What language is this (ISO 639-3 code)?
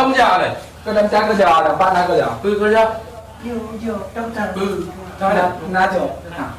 ace